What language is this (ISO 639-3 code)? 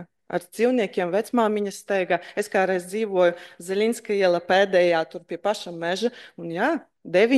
lav